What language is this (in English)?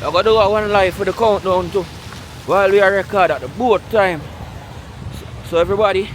Jamaican Creole English